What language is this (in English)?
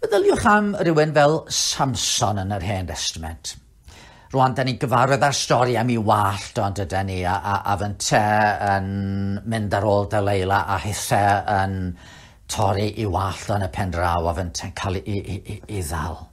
Welsh